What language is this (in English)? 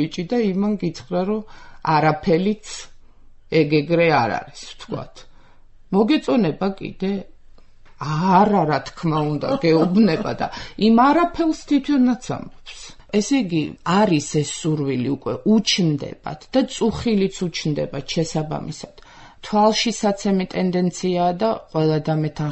Georgian